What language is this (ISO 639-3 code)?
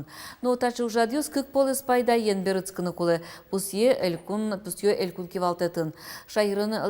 udm